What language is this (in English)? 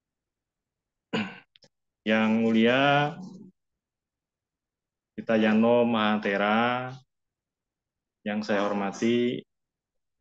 Indonesian